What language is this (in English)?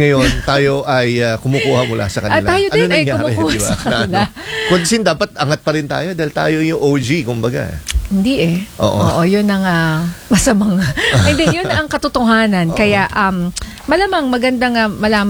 Filipino